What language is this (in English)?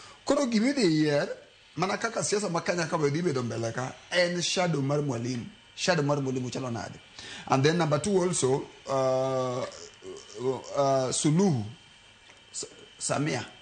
Luo (Kenya and Tanzania)